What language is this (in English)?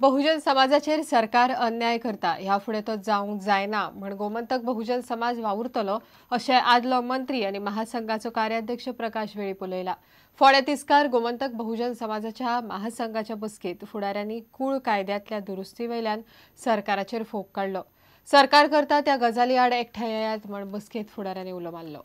Konkani